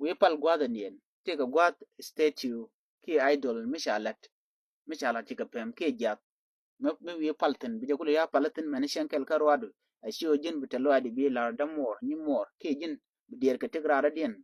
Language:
Nuer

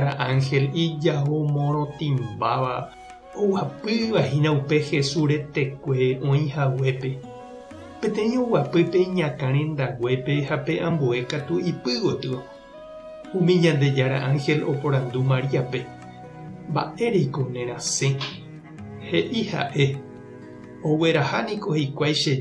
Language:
Guarani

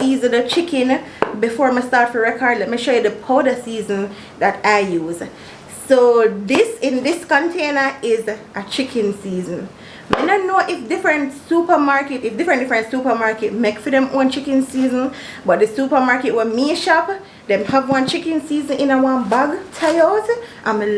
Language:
Jamaican Creole English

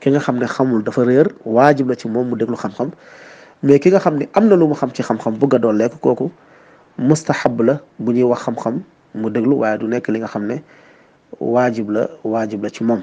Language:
Wolof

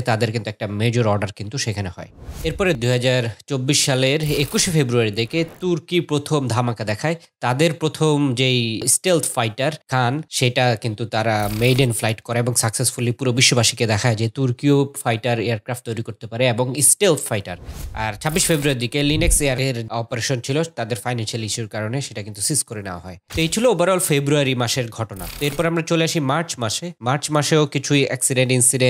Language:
Bangla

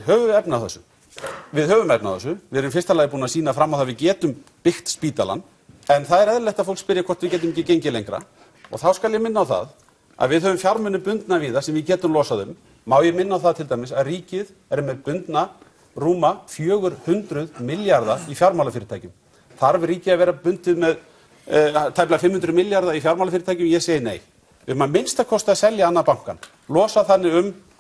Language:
Icelandic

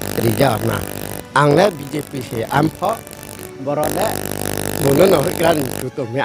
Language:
Riang (India)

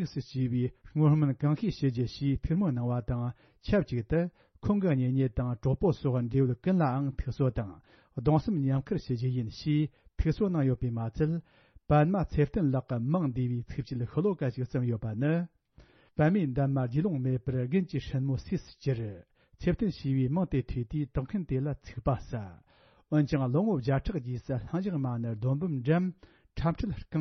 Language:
Tibetan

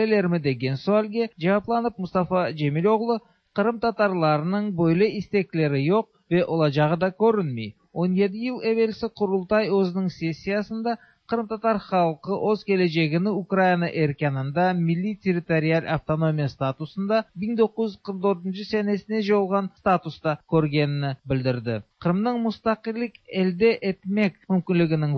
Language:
Tatar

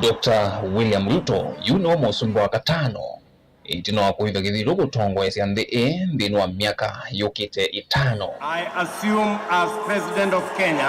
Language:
Kamba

